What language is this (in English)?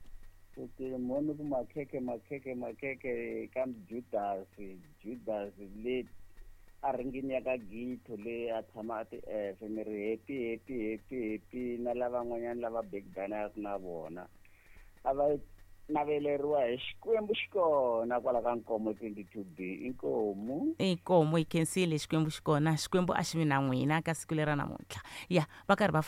Tsonga